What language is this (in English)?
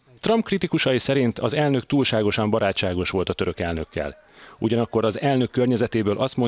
Hungarian